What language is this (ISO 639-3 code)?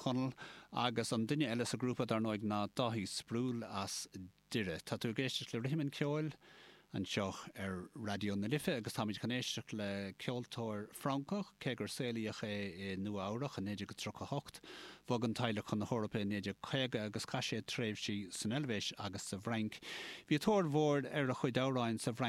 gle